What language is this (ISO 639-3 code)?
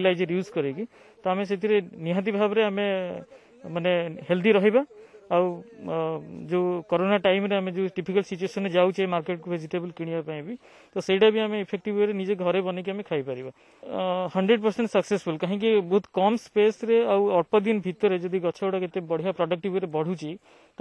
ori